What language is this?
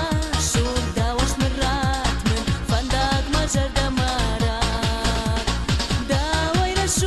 Ossetic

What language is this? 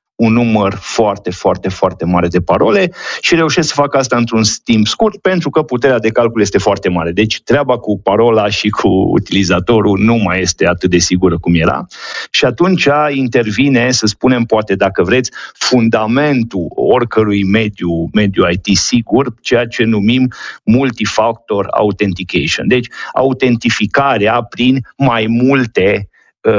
Romanian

